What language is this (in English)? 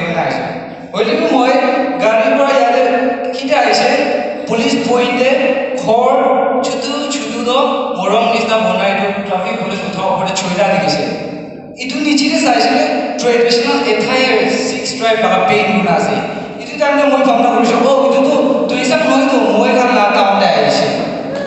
Naga Pidgin